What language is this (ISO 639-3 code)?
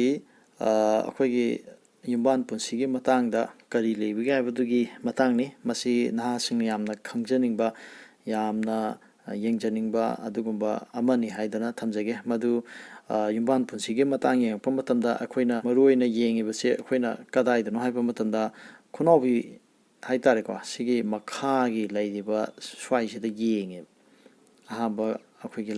mni